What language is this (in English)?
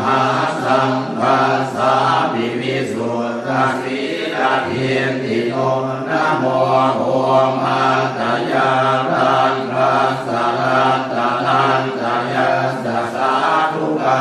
Pali